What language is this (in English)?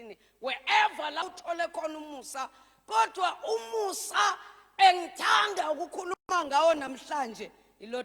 Zulu